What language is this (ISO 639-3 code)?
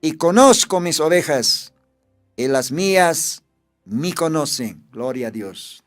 aym